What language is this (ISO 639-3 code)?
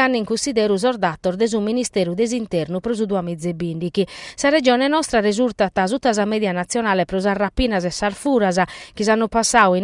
srd